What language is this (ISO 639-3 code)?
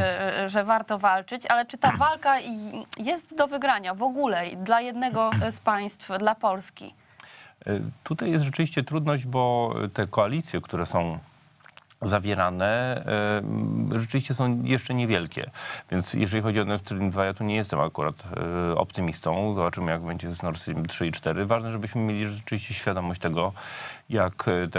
pol